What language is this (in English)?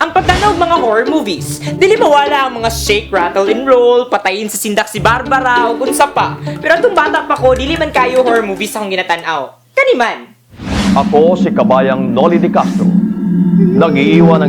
Cebuano